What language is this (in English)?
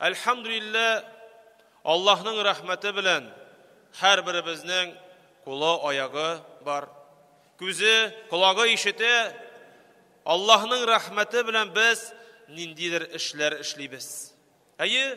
Tatar